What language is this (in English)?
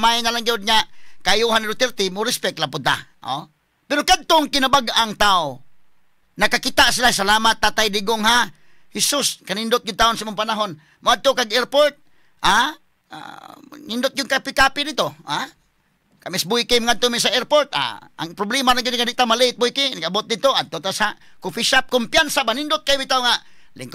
Cebuano